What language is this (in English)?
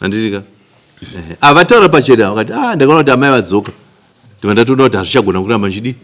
Shona